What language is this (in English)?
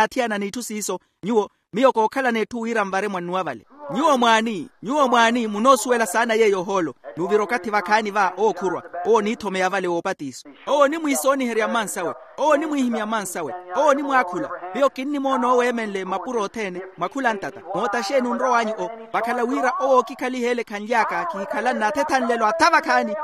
Makhuwa